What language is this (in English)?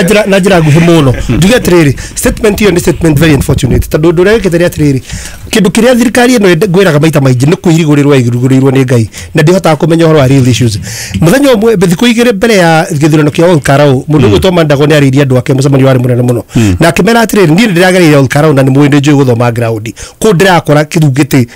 Kikuyu